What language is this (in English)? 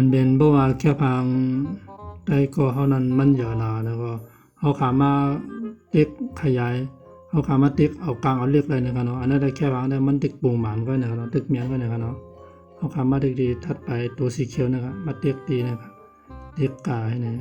Shan